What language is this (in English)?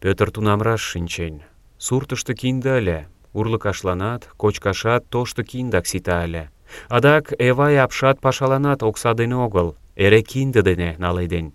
Mari